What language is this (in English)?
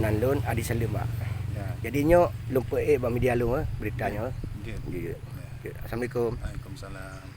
Achinese